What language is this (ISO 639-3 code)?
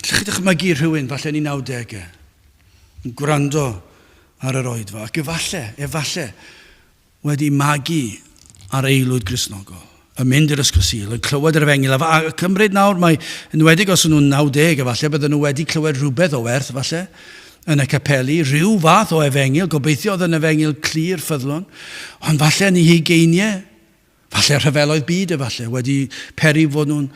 cym